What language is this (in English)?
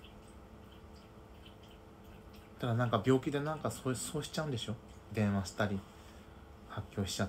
Japanese